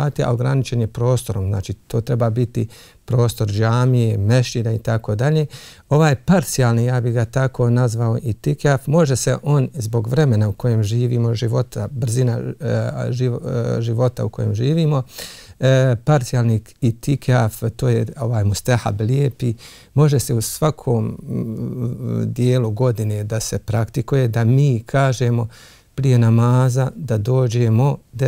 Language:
Bosnian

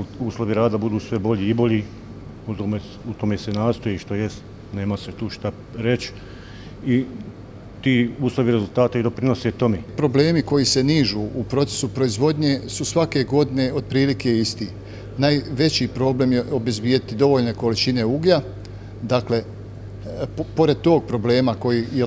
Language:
Bosnian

